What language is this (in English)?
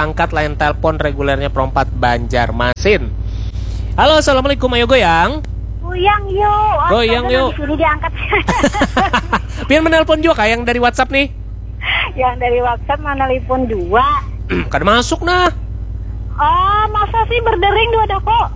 Banjar